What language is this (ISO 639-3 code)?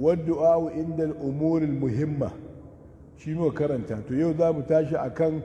hau